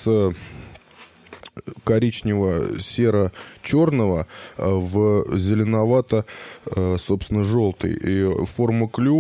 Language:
Russian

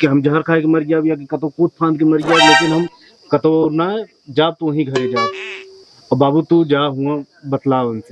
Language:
Awadhi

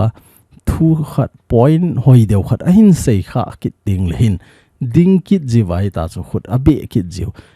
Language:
Thado Chin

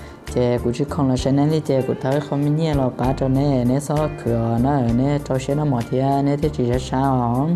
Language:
Hmong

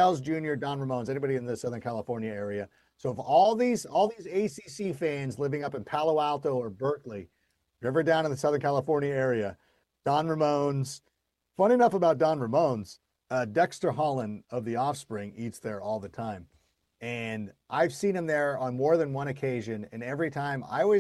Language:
English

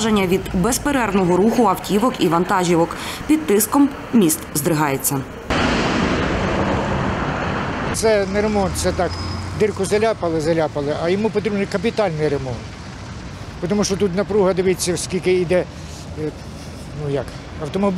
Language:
Ukrainian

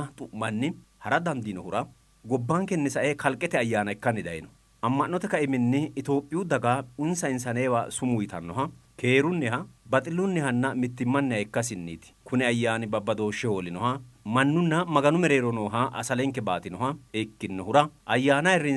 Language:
Sidamo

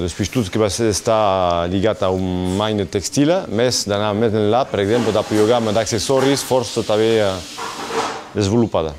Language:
Occitan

